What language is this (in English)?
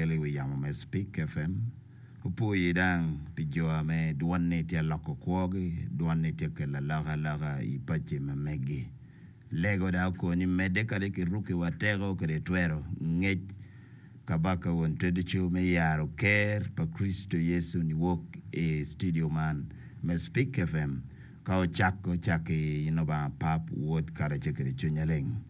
Acoli